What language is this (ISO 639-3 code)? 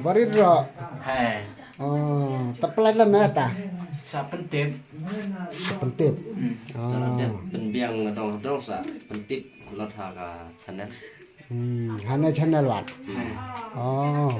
kha